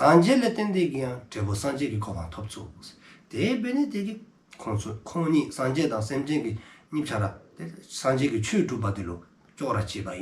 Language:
Dzongkha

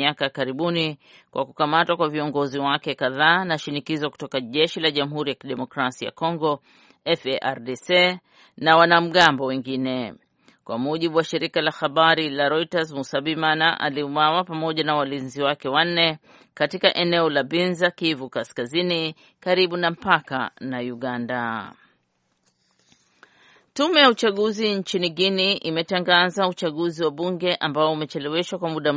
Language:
Swahili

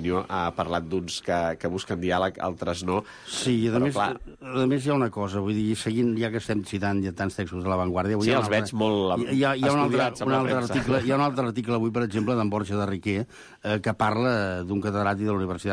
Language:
Catalan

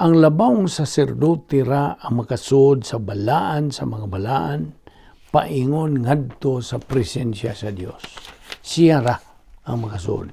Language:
Cebuano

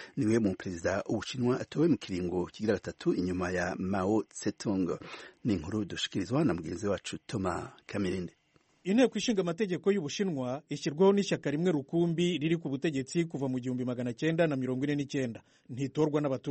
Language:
Kinyarwanda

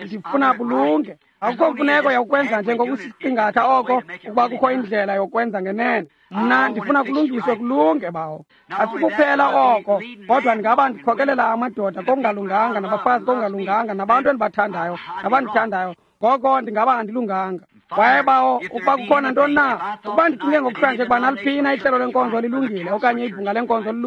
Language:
Xhosa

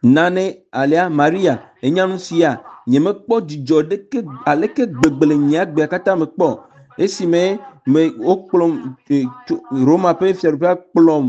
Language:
Ewe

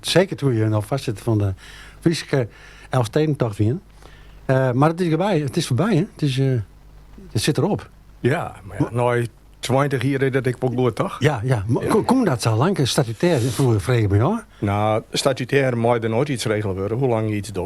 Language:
Western Frisian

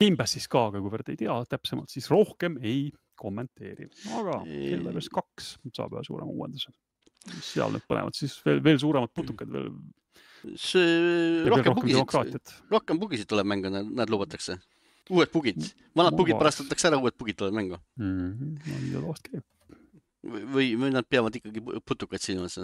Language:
Estonian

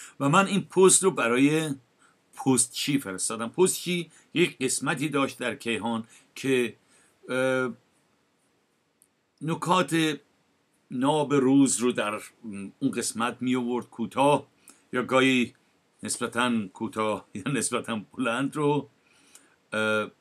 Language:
Persian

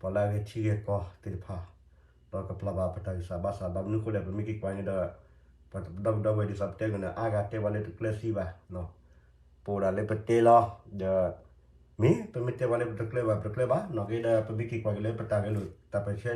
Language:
S'gaw Karen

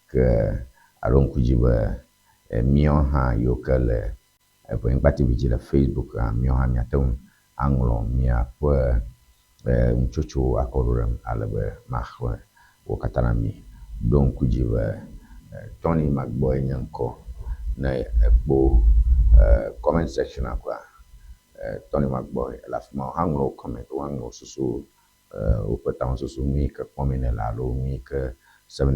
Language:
Ewe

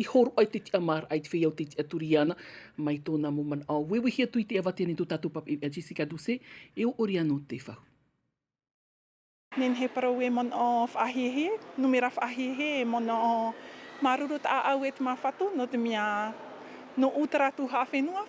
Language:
Tahitian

